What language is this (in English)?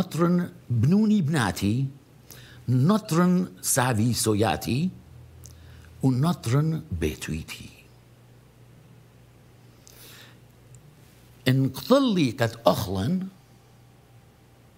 Assyrian Neo-Aramaic